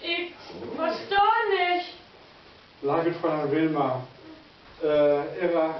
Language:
Low German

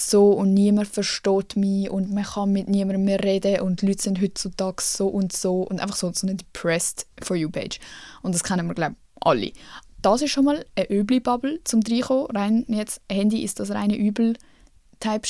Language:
Swiss German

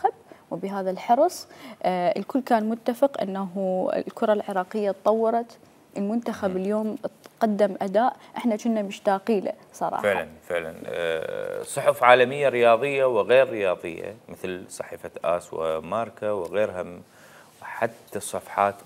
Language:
Mesopotamian Arabic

